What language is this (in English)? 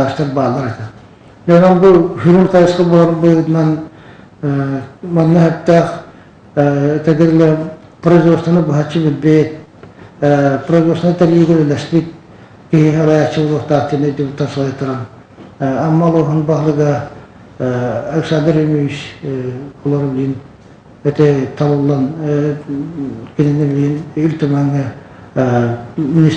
Yakut